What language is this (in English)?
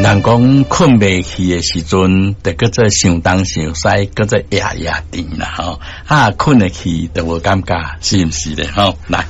Min Nan Chinese